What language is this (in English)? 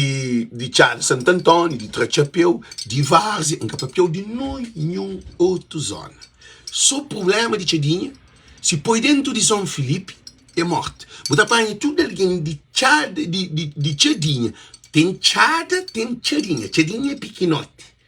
Kabuverdianu